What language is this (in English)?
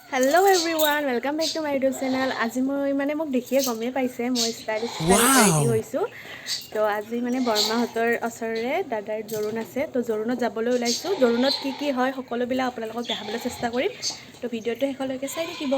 Assamese